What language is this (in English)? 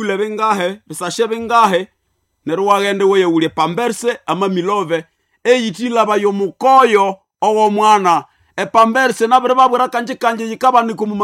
Nande